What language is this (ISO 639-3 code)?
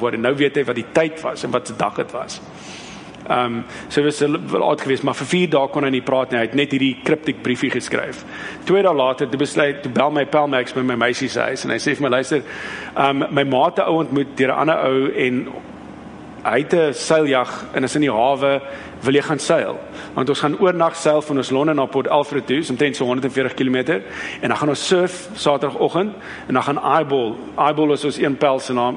afr